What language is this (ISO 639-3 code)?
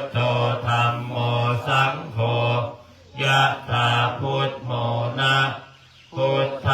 pli